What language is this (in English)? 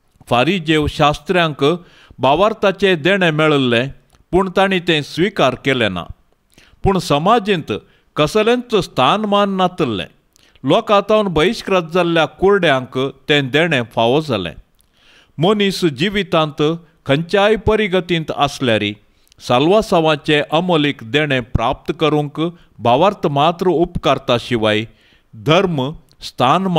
Konkani